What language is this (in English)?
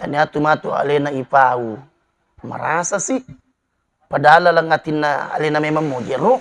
Buginese